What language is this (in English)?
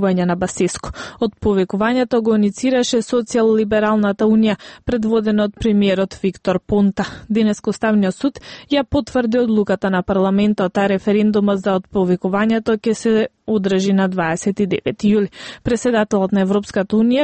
Macedonian